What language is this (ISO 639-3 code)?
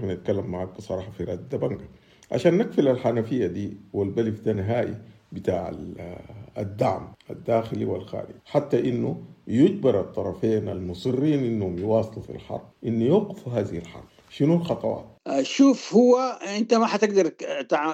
apd